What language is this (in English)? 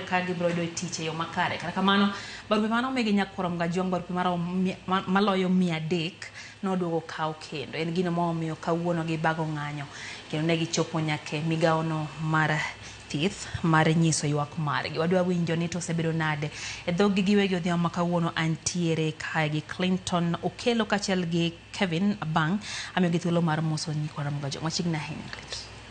Luo (Kenya and Tanzania)